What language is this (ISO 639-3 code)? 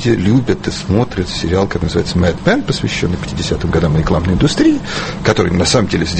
rus